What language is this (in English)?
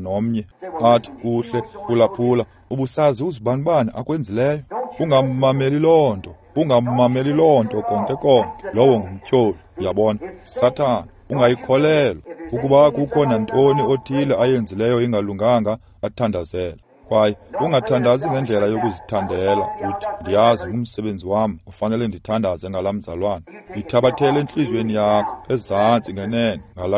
Xhosa